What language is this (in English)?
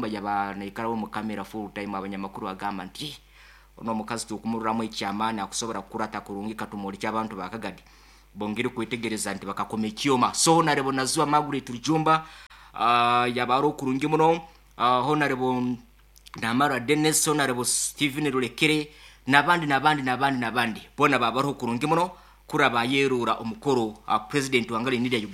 Nyoro